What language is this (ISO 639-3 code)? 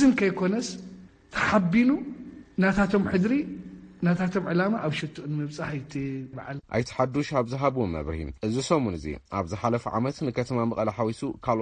tir